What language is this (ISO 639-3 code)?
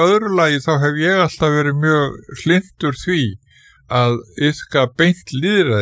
isl